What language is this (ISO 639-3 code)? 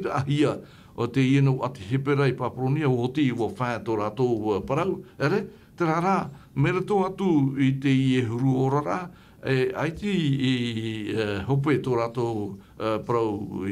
tah